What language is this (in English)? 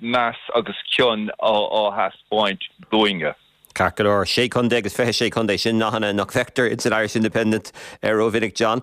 Irish